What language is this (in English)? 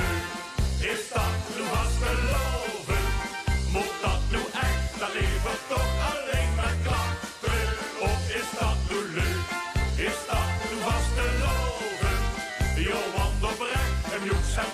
Limburgish